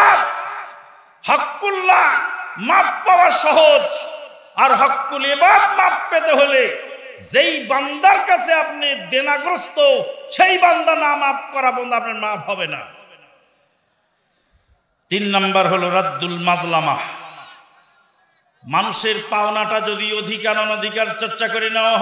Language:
Bangla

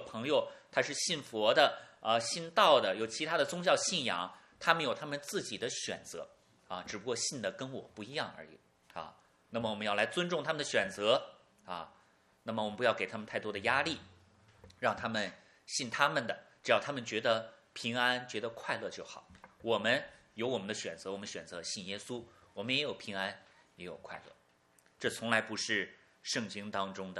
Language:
Chinese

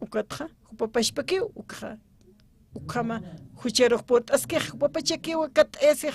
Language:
Aymara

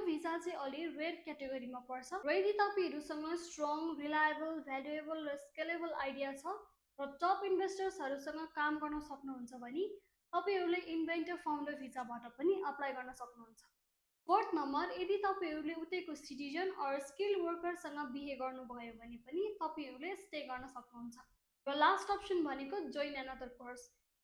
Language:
Nepali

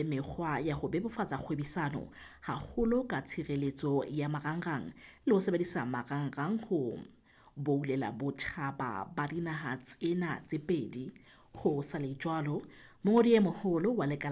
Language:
Southern Sotho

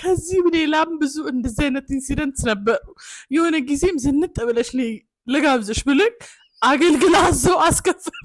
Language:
Amharic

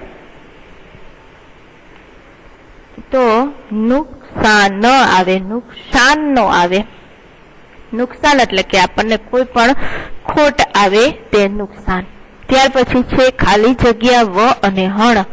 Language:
Gujarati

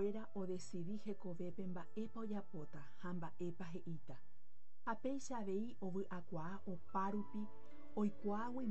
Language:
Guarani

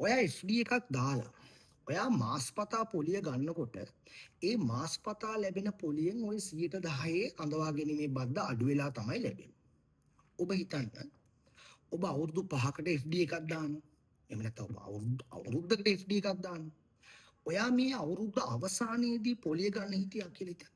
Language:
Sinhala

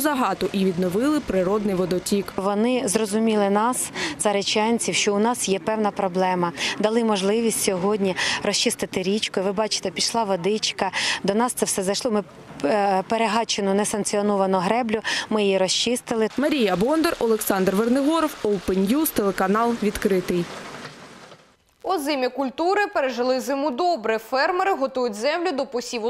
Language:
Ukrainian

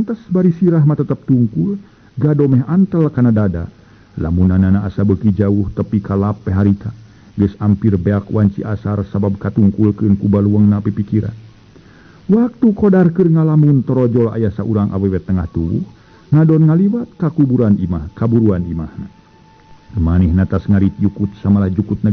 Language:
Sundanese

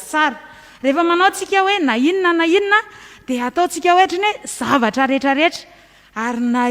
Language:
Malagasy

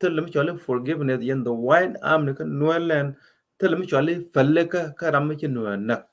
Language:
Nuer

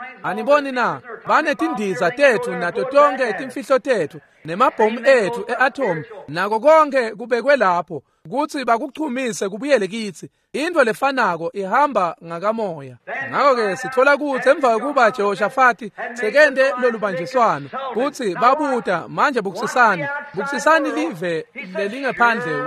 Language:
Swati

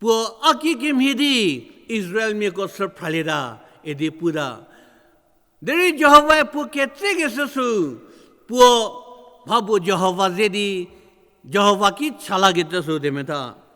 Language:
Angami Naga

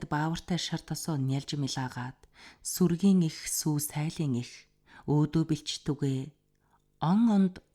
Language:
Mongolian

